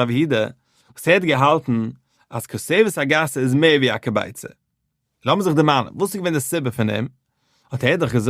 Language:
Yiddish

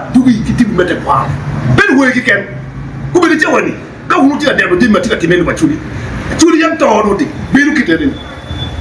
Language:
Acoli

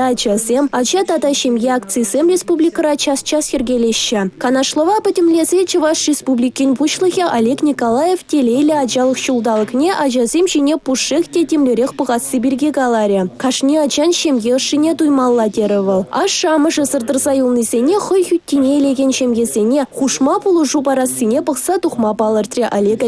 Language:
Chuvash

